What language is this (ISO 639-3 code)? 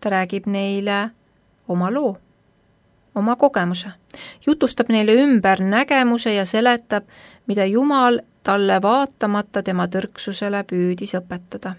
est